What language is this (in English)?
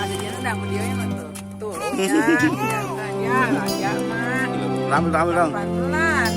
Betawi